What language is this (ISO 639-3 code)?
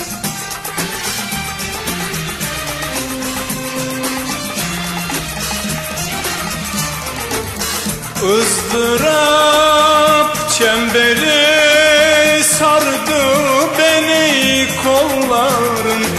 tur